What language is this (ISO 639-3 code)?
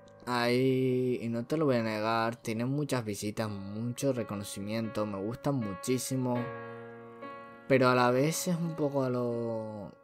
spa